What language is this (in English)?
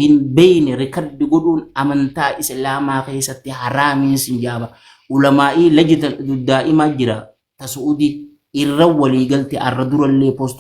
Oromo